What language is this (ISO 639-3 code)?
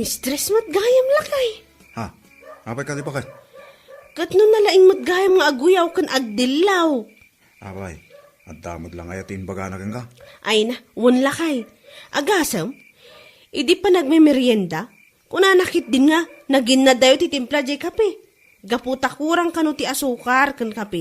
ilo